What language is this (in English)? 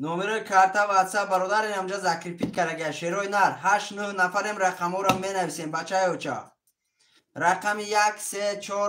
Tajik